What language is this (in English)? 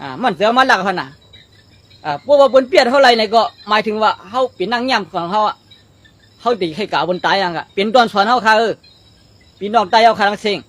Shan